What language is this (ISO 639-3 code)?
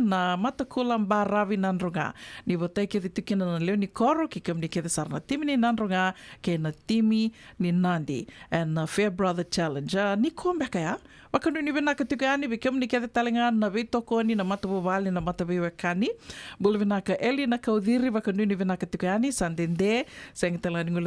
fij